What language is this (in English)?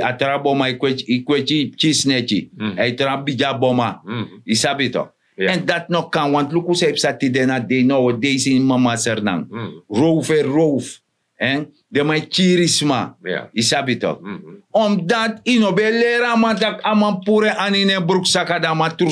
Sranan Tongo